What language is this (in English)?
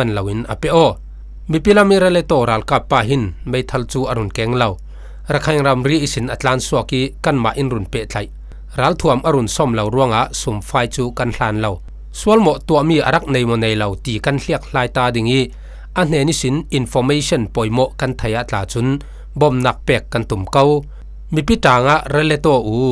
Falam Chin